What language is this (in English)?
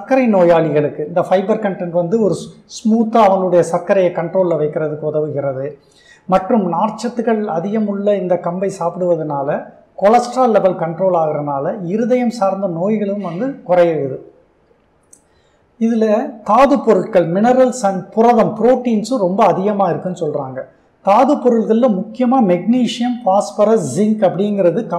Tamil